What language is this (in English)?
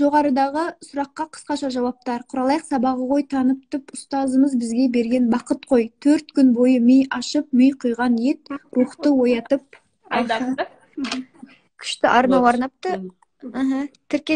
Kazakh